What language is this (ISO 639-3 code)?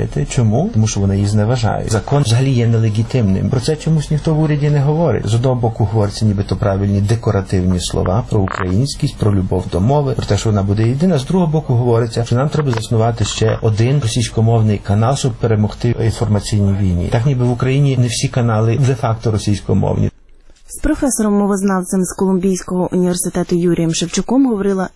ukr